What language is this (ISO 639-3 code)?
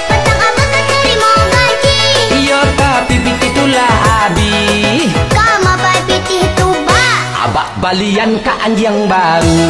min